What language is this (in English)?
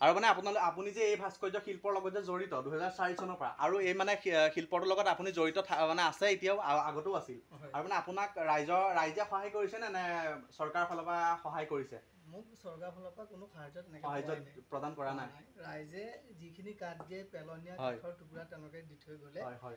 Assamese